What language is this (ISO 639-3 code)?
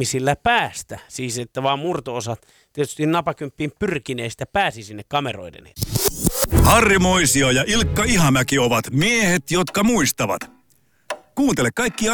fin